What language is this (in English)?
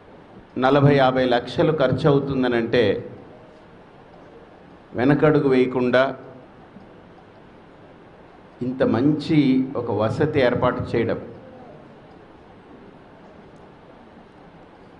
Telugu